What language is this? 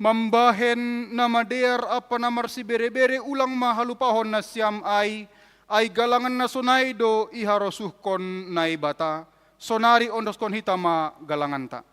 Batak Simalungun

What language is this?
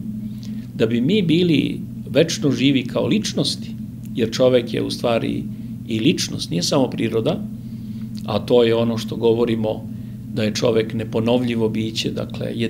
Serbian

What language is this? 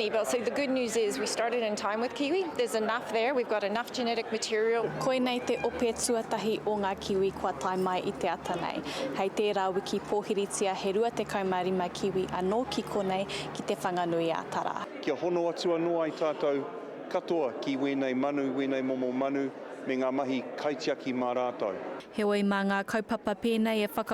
Māori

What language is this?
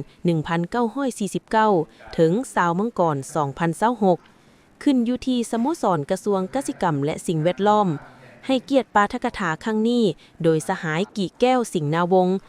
Lao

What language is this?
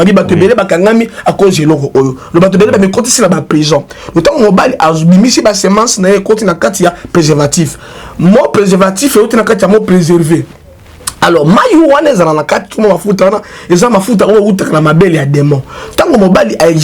Lingala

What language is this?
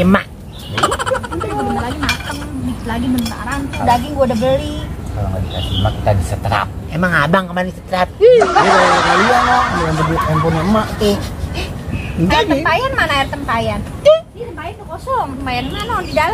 Betawi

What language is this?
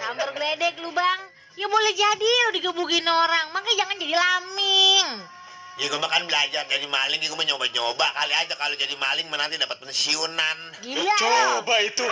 Betawi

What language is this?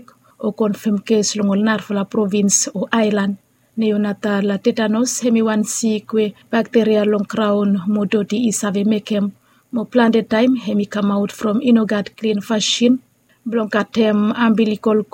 Bislama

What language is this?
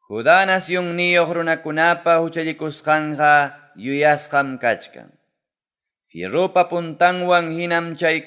Ayacucho Quechua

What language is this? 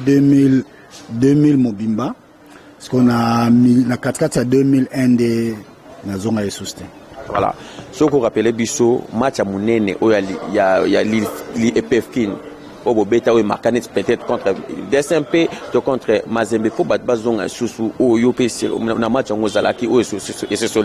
Lingala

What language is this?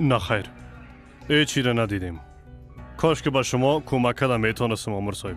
Persian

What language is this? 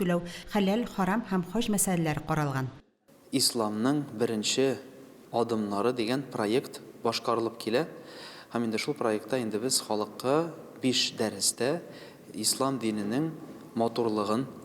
Tatar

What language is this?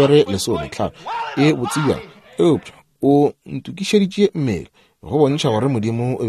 Northern Sotho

